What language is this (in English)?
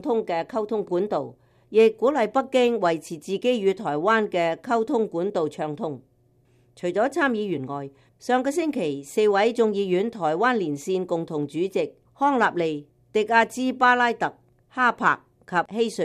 Cantonese